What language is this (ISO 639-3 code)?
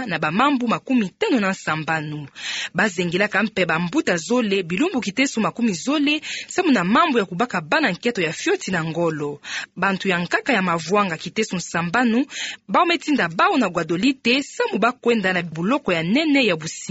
ktu